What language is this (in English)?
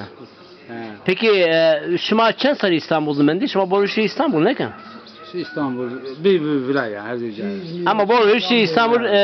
Zaza